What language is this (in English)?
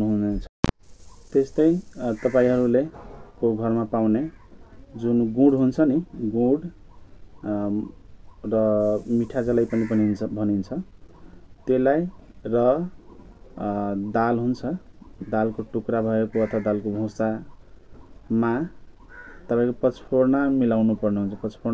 Nepali